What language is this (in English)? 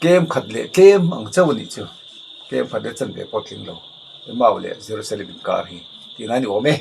Mizo